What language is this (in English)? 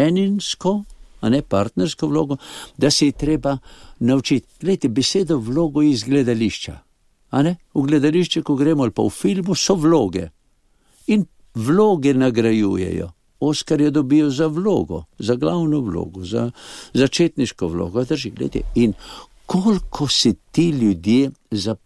Slovenian